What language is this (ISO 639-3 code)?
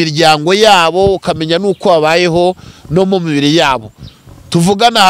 kin